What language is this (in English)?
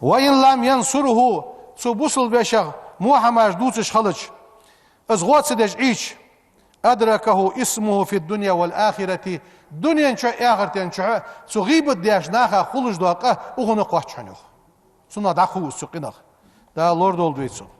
Ingush